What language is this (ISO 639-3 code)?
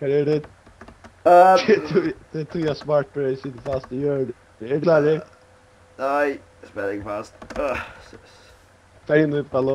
fao